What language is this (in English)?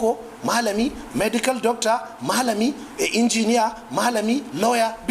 Hausa